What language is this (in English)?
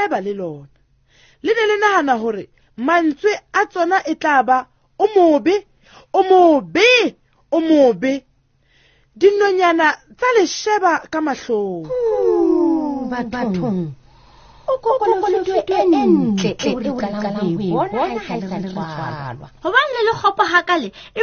Southern Sotho